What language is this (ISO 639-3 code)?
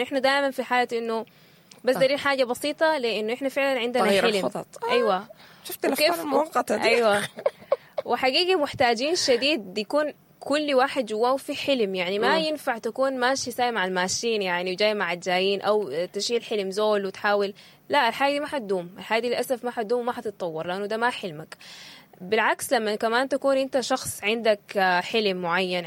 apd